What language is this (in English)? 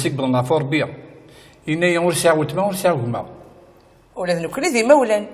Kabyle